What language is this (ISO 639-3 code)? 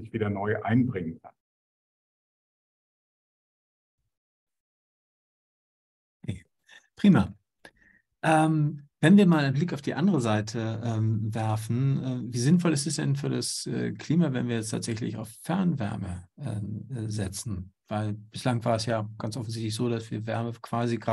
deu